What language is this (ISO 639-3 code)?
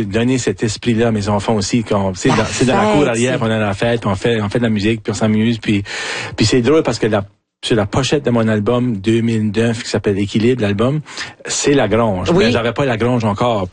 fra